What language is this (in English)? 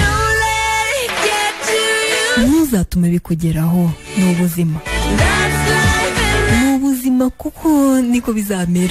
Kinyarwanda